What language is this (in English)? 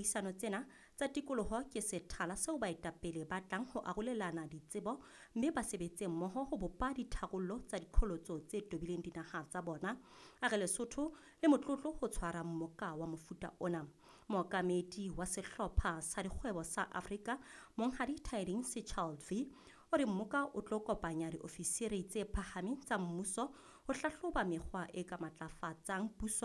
Southern Sotho